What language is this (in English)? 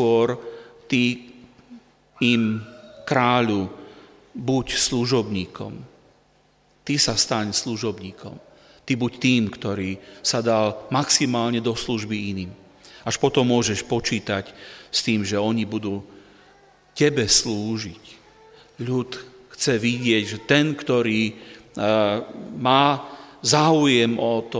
Slovak